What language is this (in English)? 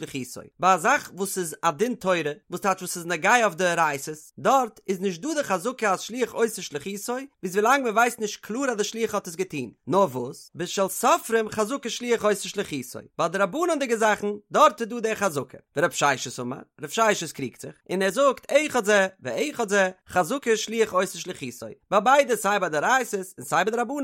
Yiddish